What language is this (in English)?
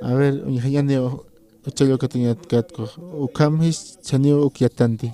Aymara